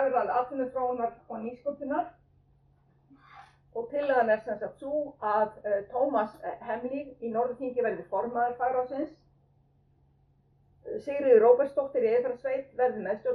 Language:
Icelandic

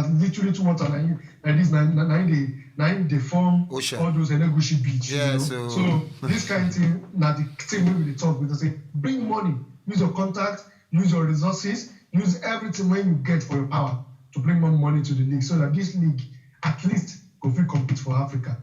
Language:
Nigerian Pidgin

